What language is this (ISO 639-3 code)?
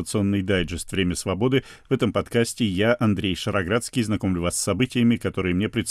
rus